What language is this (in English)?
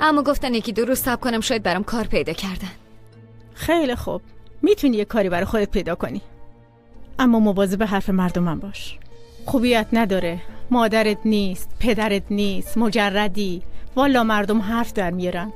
Persian